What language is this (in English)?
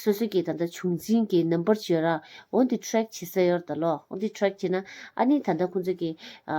Tibetan